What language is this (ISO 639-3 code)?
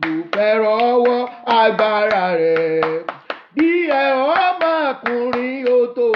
yor